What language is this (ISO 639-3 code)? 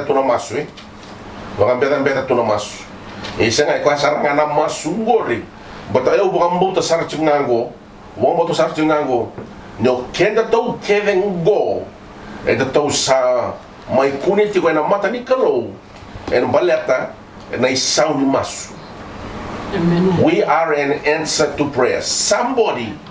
fij